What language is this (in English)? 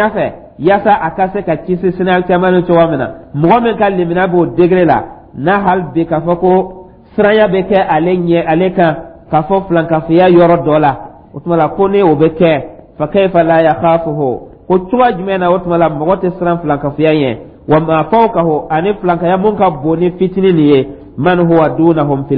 Dyula